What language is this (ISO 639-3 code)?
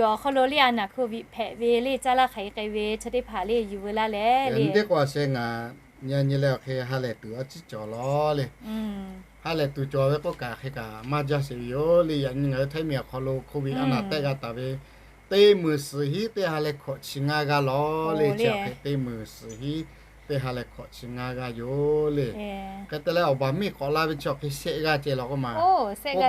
lhu